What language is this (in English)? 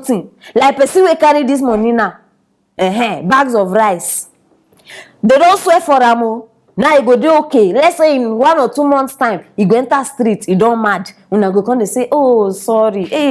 Nigerian Pidgin